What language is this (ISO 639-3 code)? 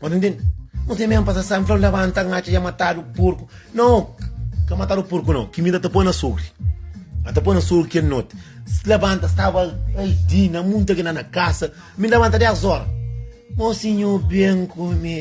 kea